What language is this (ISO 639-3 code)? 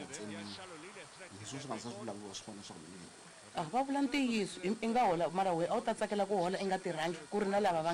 tso